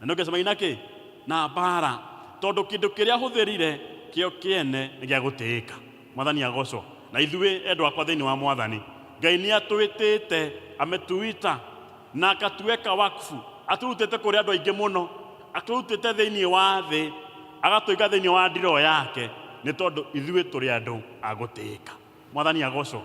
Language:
Kikuyu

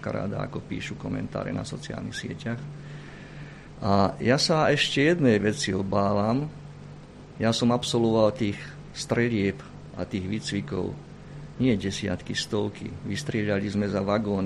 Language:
Slovak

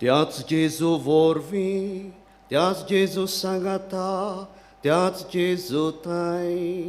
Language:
Konkani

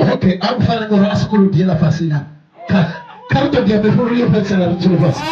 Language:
Venda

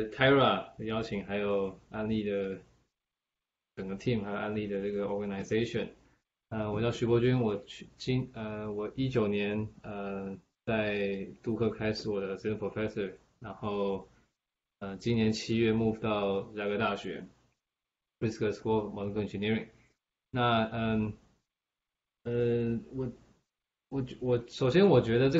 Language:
Chinese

